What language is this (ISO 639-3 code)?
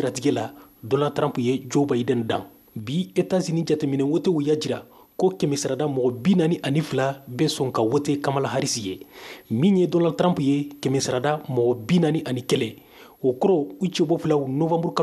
bam